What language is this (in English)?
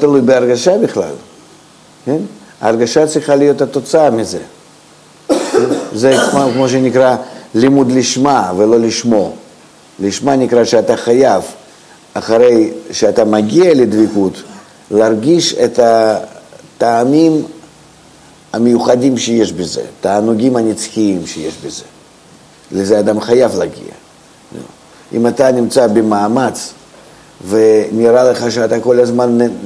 Hebrew